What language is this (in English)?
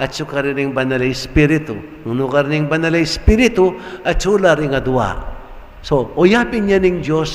Pampanga